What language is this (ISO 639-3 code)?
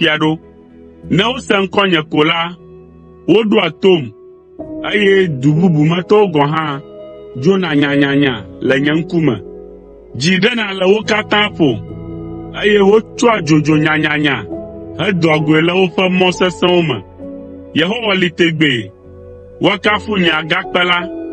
ewe